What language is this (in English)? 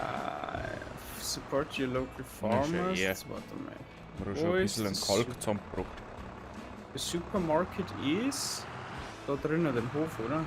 Bavarian